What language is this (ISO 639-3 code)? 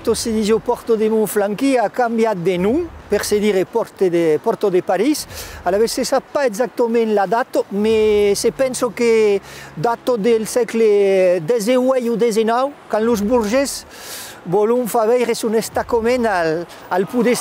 oci